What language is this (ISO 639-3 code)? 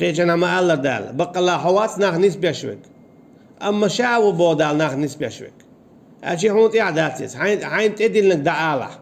che